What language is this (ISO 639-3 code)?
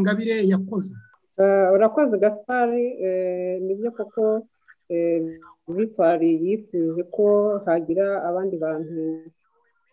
kin